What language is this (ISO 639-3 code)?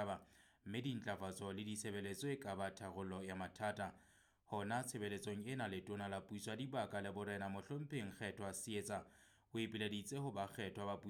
sot